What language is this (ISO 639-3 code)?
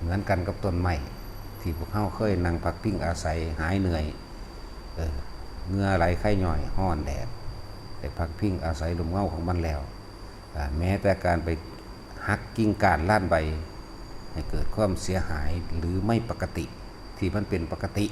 tts